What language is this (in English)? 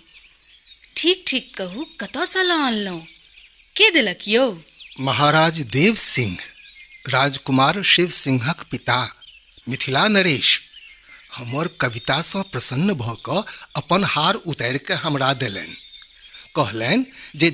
Maithili